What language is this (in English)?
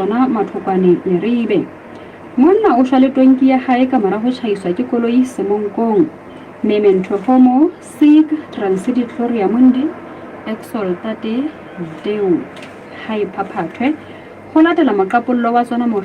Southern Sotho